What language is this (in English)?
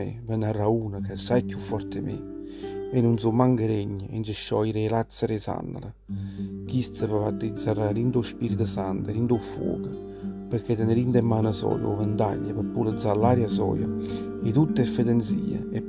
Neapolitan